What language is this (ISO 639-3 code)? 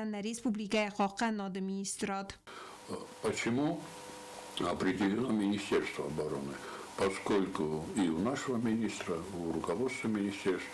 oss